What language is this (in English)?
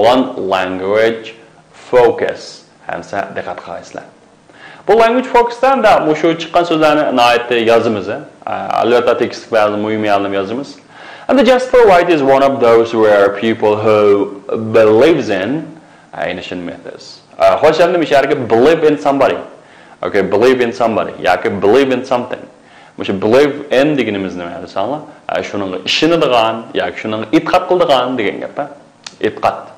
Uyghur